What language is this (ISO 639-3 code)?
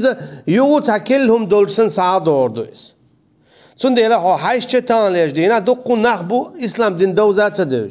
che